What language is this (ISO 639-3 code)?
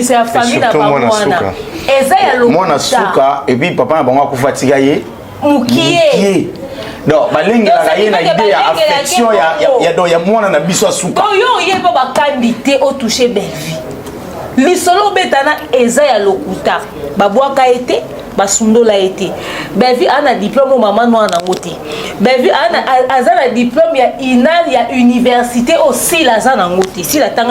lin